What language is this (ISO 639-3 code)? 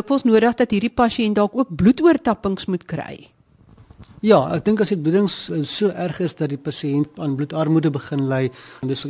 afr